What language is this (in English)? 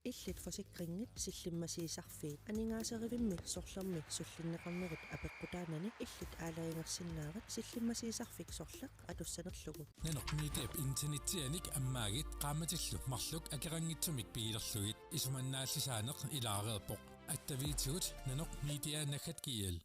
Kalaallisut